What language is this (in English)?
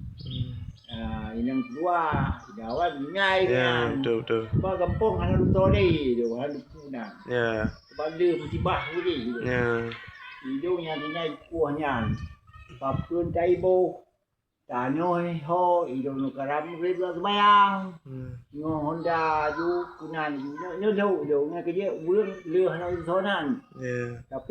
Achinese